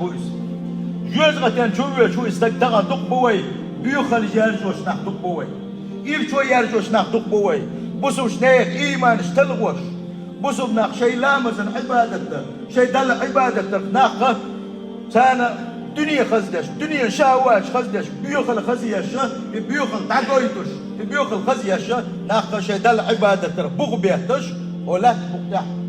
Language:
Chechen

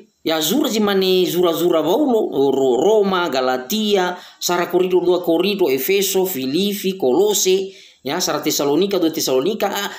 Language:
Nias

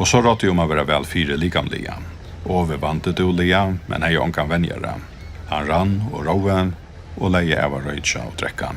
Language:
Faroese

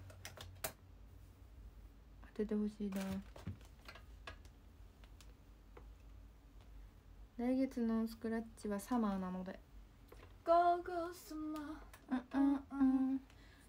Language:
Japanese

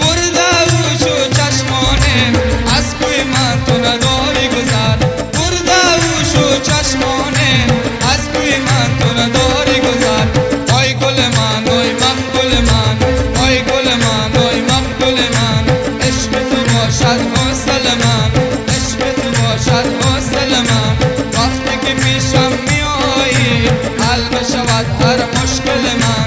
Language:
Persian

